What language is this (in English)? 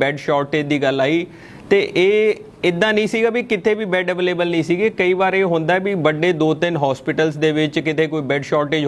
Punjabi